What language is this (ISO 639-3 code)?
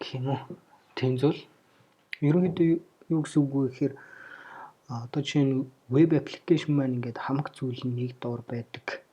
mon